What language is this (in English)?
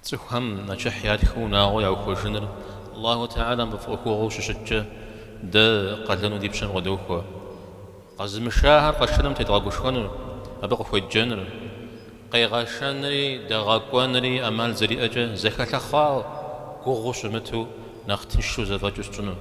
Kabardian